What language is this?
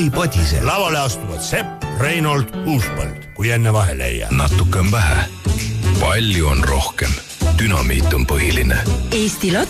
Estonian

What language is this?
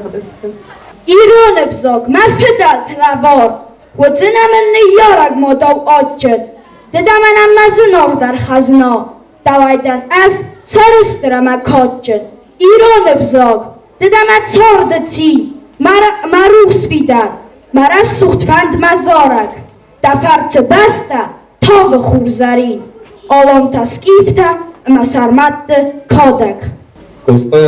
Ossetic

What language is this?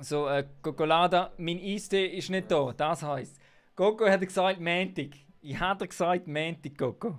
Swiss German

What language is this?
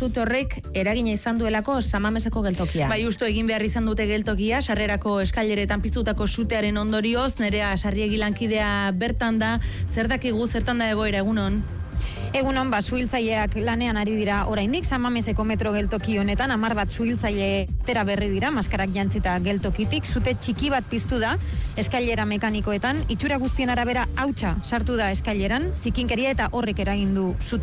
Basque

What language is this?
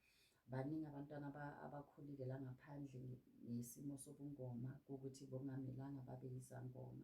Zulu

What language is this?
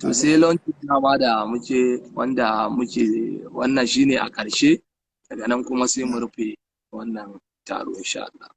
Hausa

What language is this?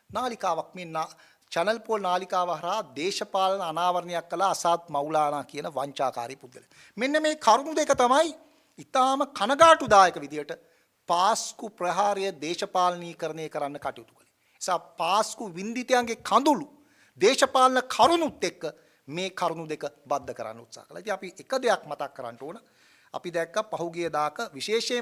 Sinhala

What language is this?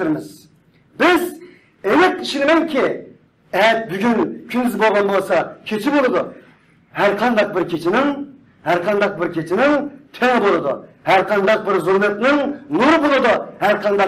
Uyghur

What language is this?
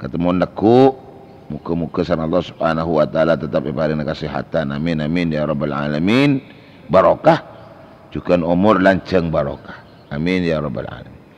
Madurese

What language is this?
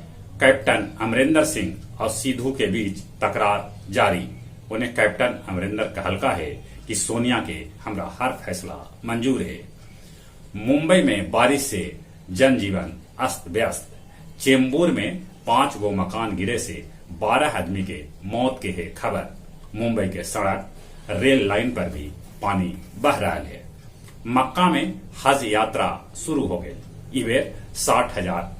Magahi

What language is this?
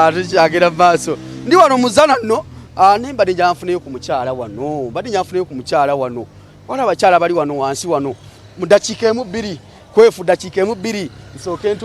Ganda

